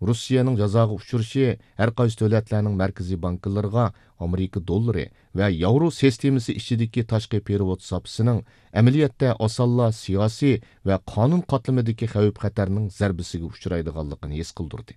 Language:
Uyghur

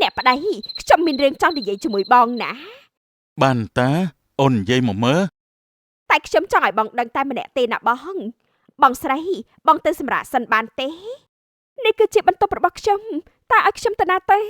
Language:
Khmer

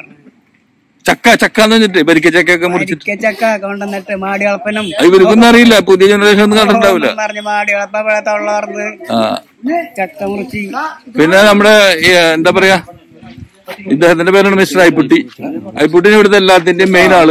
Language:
Malayalam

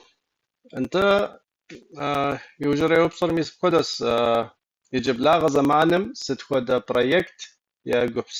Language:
Kabardian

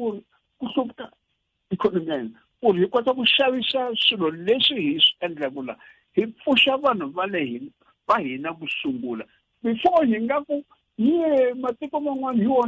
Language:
Tsonga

